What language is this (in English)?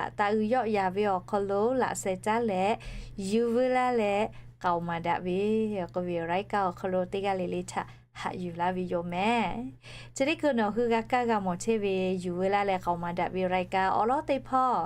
Lahu